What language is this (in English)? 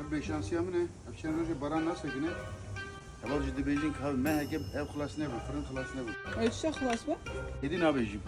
Kurdish